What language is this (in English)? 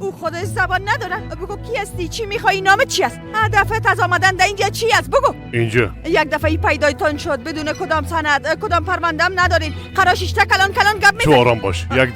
Persian